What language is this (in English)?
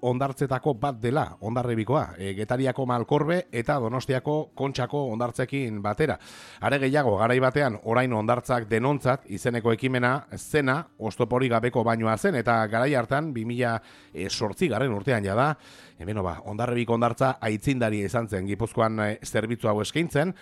Basque